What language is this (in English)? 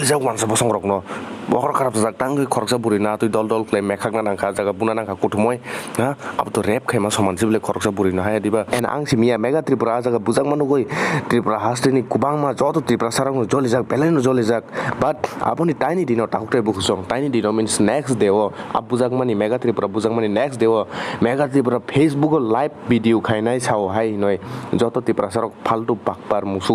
Kok Borok